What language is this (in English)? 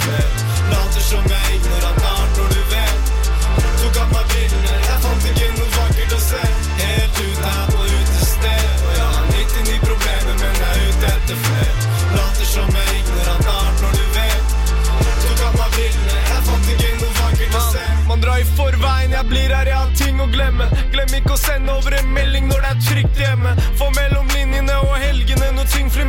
Norwegian